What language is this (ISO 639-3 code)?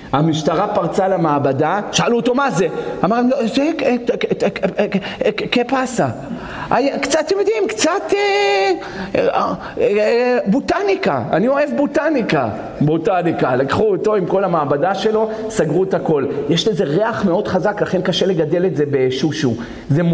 heb